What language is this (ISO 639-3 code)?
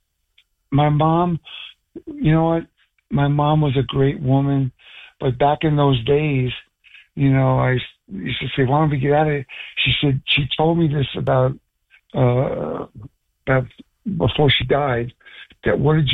eng